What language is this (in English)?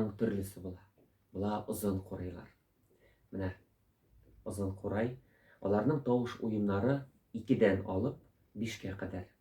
Tatar